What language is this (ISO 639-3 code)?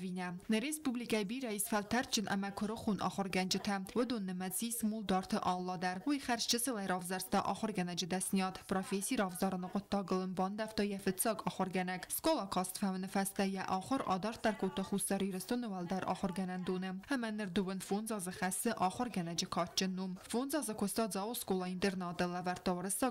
oss